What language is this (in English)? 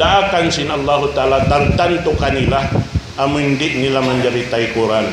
Tausug